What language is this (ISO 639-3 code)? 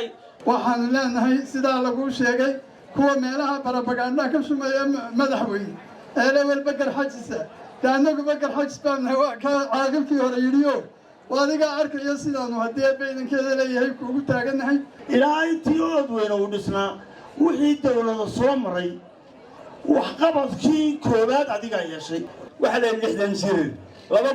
som